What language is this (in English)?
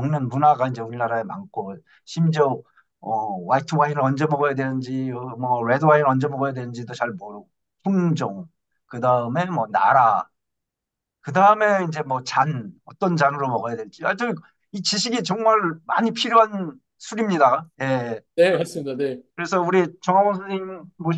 Korean